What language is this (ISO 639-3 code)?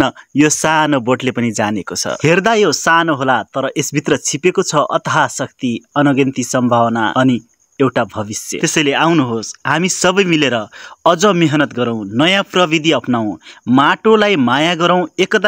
nep